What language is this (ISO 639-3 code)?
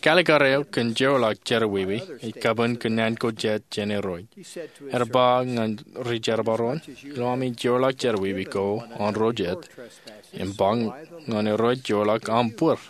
mah